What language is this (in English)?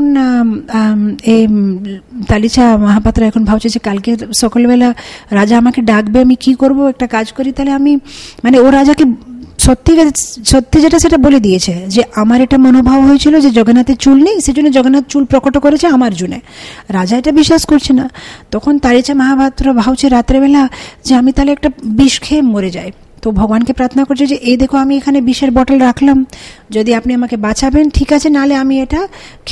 Bangla